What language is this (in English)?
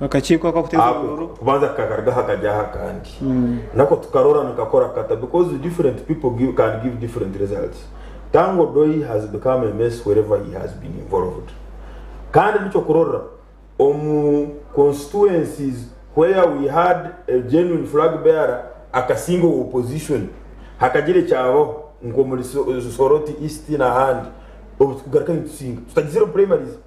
Nyankole